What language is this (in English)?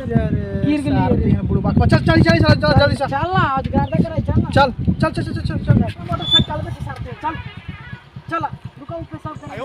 Magahi